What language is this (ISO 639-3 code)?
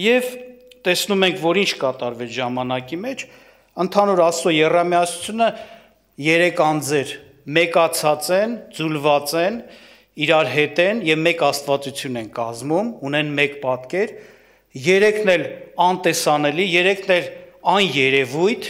hye